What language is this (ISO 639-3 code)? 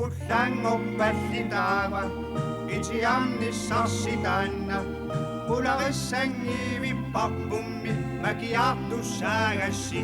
kal